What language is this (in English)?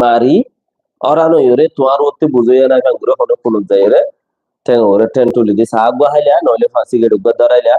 Rohingya